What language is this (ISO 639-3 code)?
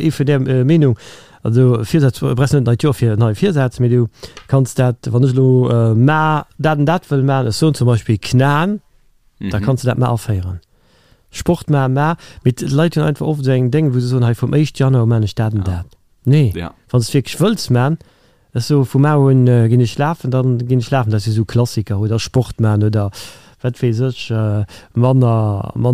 ltz